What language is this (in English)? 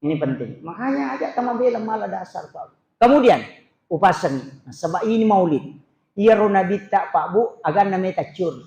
Buginese